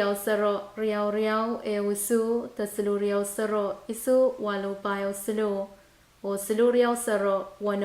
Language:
Pohnpeian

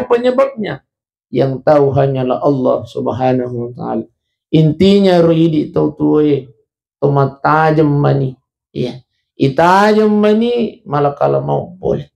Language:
Buginese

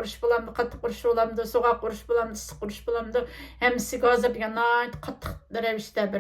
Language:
Uyghur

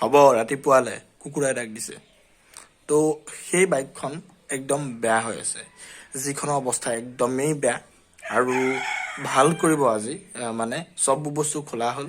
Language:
Assamese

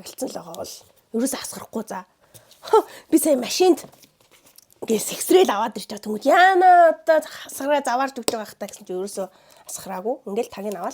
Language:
Mongolian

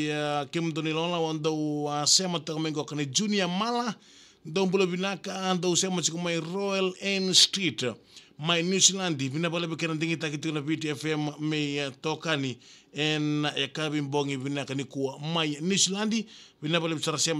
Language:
Fijian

